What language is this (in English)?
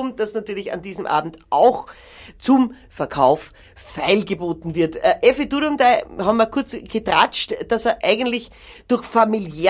Bavarian